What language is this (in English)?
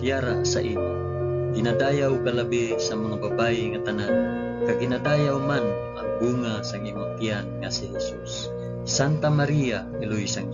Hiligaynon